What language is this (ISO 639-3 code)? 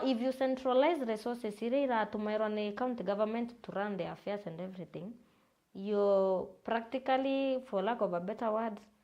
mer